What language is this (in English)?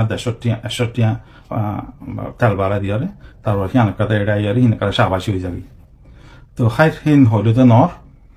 Rohingya